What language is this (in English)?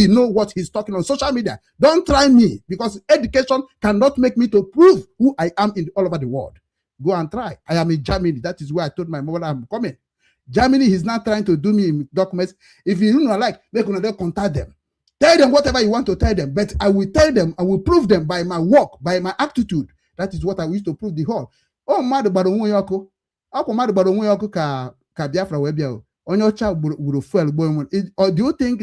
Igbo